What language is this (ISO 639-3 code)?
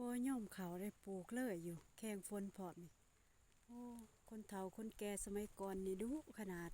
lao